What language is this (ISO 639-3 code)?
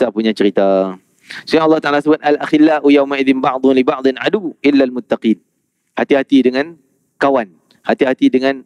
msa